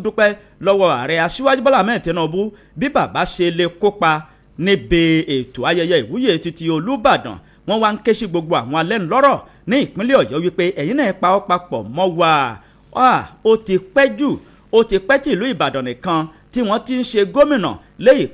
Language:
Yoruba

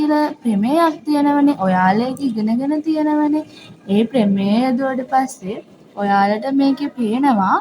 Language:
Sinhala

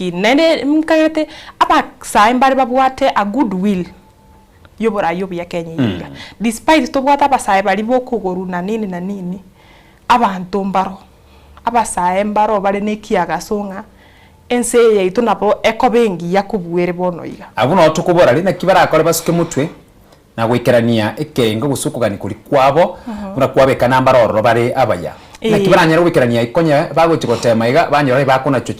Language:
Gusii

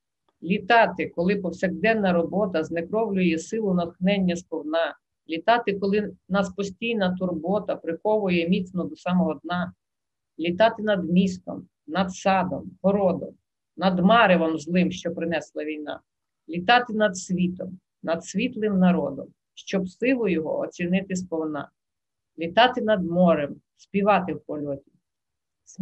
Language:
Ukrainian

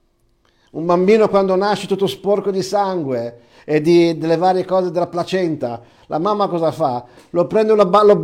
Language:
Italian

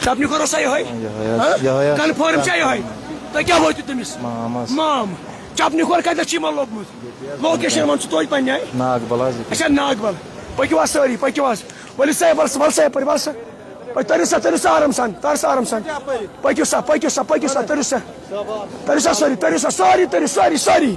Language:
Kashmiri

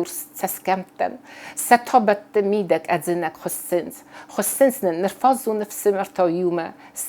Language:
Ossetic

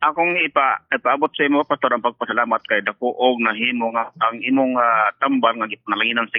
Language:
Cebuano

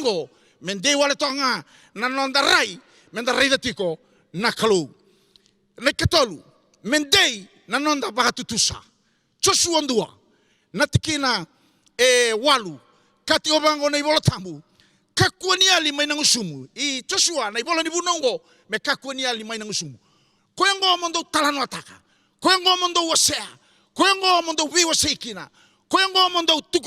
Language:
Fijian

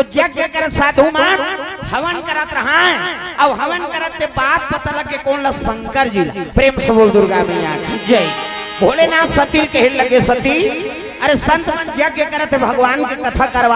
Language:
Chhattisgarhi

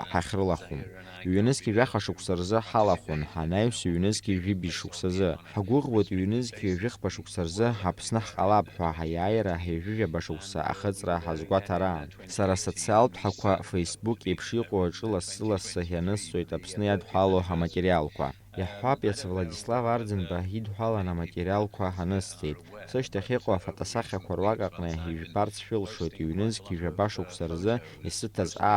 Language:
Abkhazian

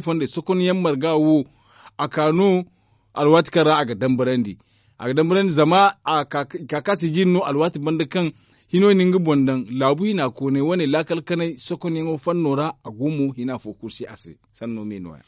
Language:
Zarma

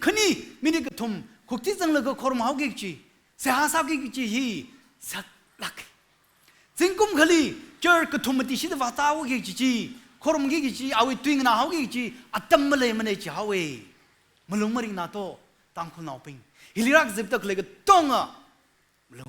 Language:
Tangkhul Naga (India)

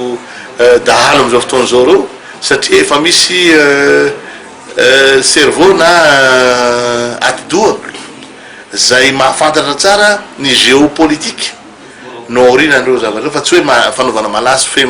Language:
Malagasy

